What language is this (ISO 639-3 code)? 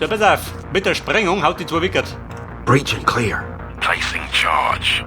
bar